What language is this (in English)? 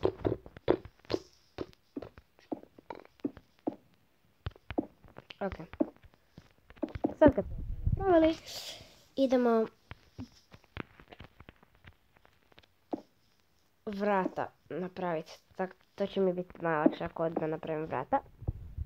Croatian